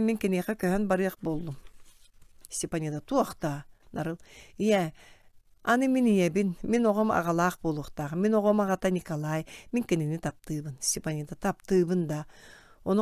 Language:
Yakut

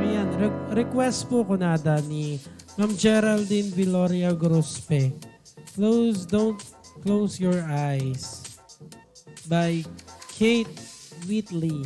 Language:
Iloko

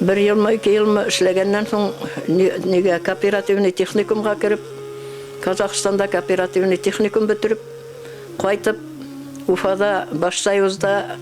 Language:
Bashkir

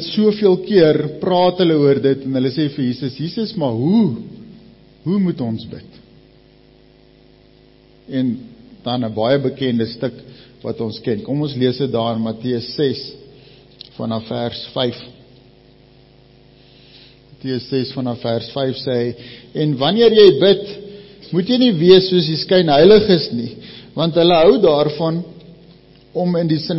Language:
Afrikaans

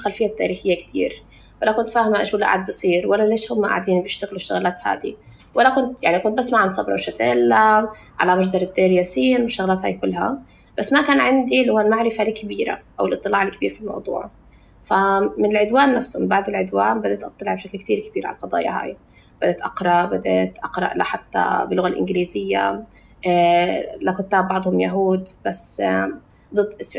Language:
North Levantine Arabic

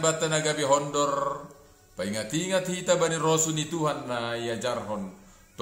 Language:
Batak Simalungun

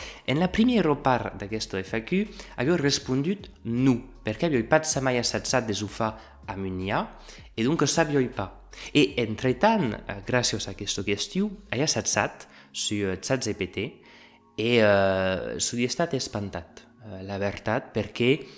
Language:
Occitan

